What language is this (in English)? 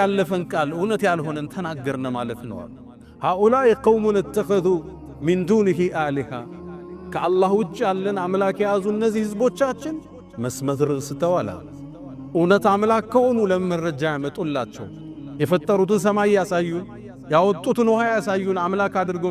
Amharic